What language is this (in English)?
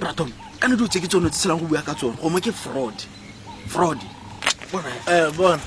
Tswana